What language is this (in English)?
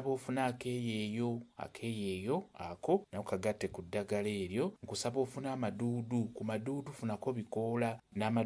Ganda